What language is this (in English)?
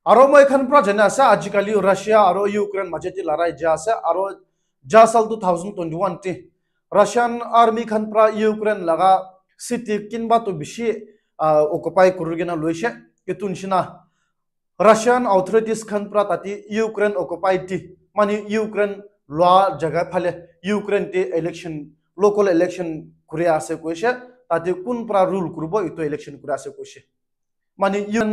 Naga Pidgin